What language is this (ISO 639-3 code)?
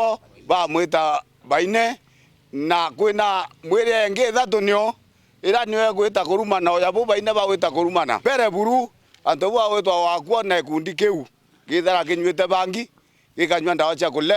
mer